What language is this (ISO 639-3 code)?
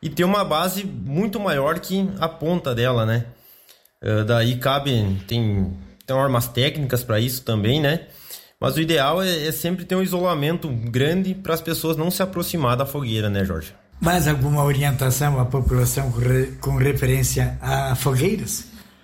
por